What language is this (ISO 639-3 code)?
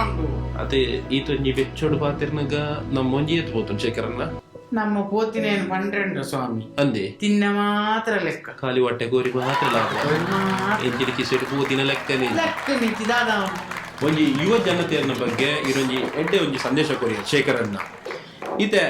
tcy